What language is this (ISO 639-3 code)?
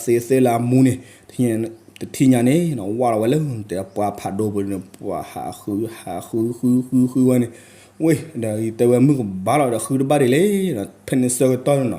ksw